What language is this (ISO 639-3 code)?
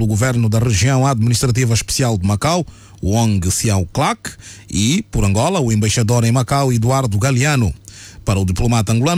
por